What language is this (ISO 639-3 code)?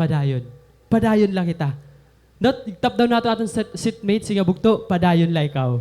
war